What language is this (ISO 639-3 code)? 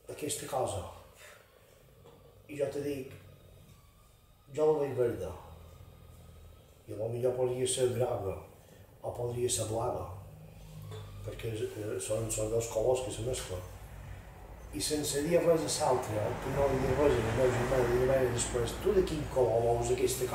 cat